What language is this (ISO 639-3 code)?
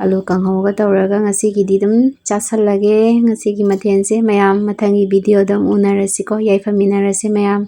mni